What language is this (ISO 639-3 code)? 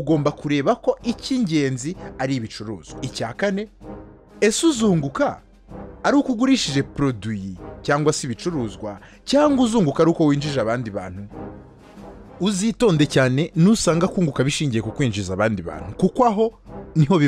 kin